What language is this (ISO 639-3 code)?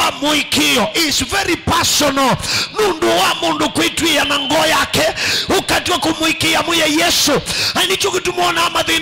kam